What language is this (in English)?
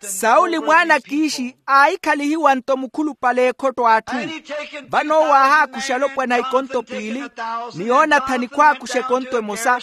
Makhuwa